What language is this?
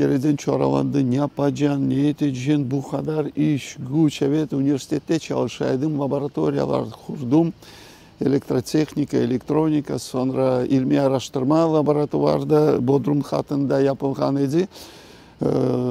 Crimean Tatar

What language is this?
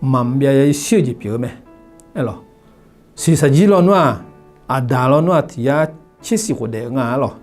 Akha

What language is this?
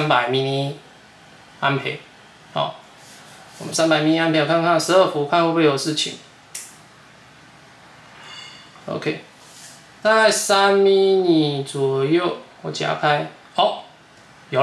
Chinese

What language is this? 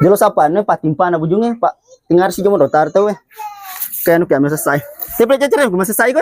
Buginese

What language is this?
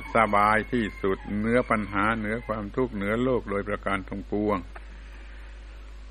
Thai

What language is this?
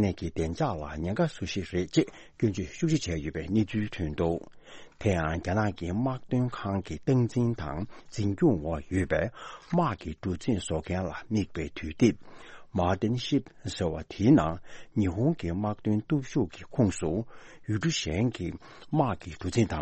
Tibetan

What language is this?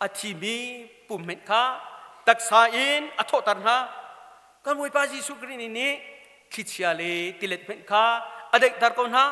Hakha Chin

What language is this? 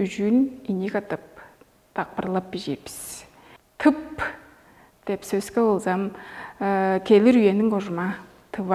Tuvinian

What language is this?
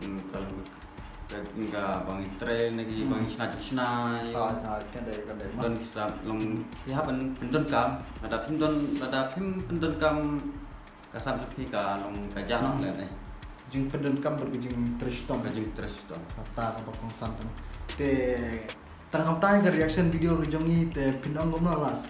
Khasi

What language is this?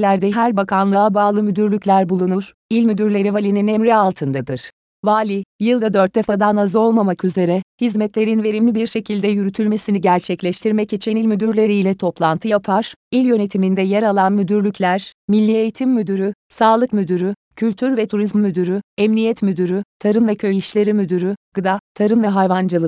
Turkish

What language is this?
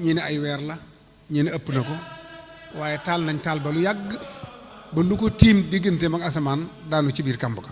Wolof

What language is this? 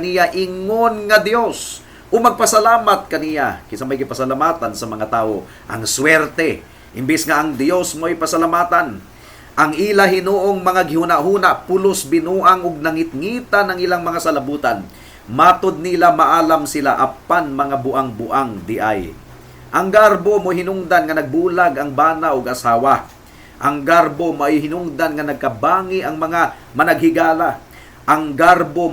Cebuano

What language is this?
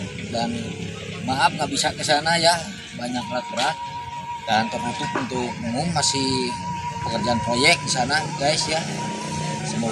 Indonesian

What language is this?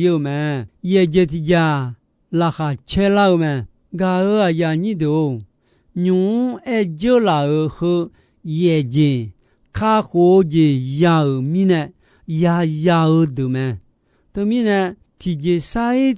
Akha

